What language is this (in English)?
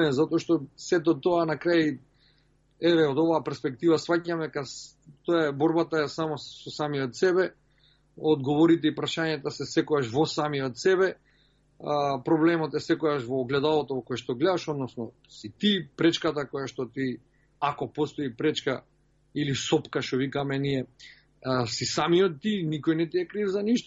Macedonian